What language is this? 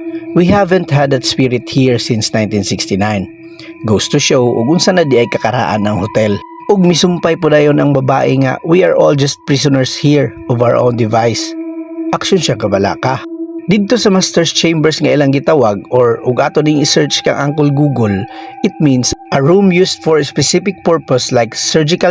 Cebuano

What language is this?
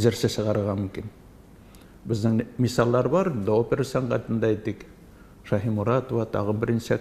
Tatar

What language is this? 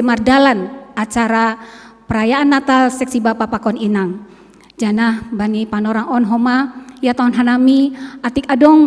Batak Simalungun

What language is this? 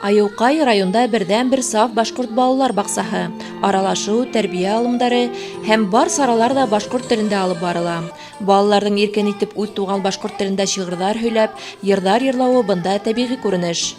Bashkir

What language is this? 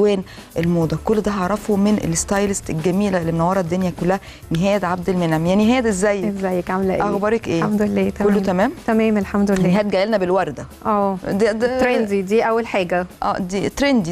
Egyptian Arabic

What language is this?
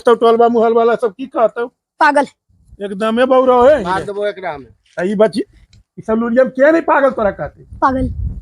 Magahi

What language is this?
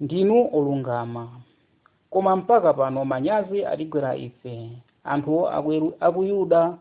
Nyanja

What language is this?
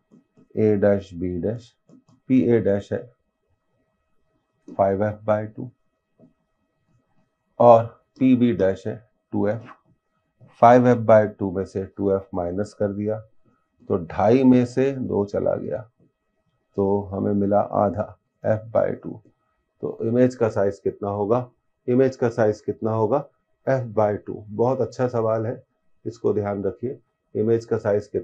Hindi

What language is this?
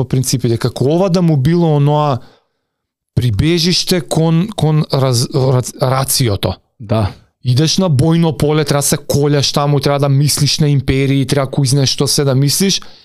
Macedonian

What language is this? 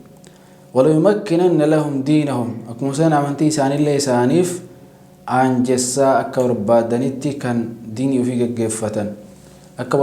Oromo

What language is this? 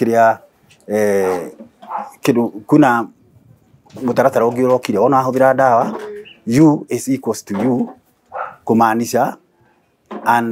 Kikuyu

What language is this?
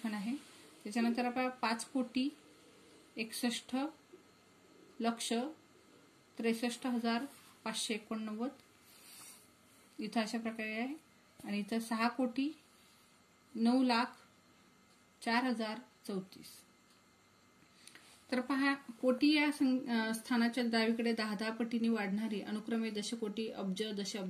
Marathi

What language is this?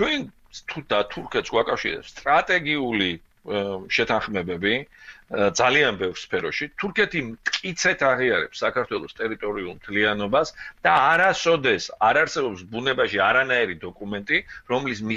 Georgian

